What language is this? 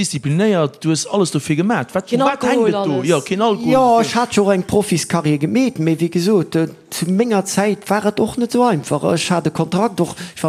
Luxembourgish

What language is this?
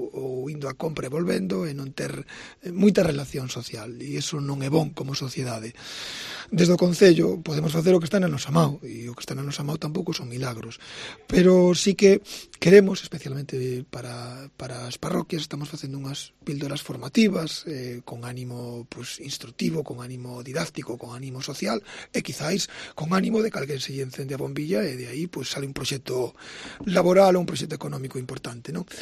Galician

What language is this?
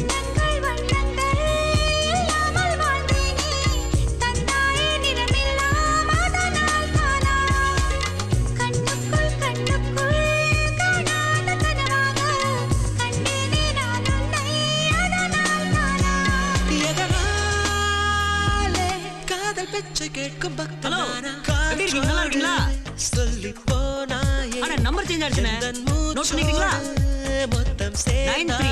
Tamil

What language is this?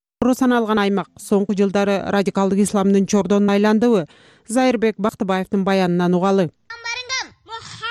Kyrgyz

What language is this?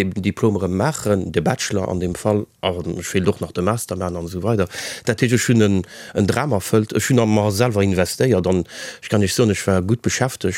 Luxembourgish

